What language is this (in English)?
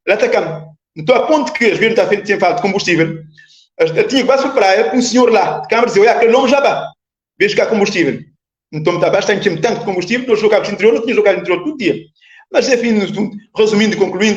Kabuverdianu